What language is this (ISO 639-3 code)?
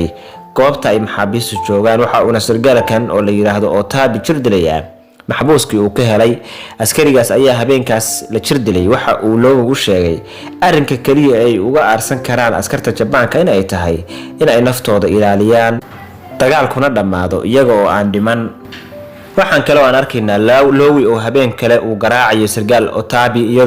som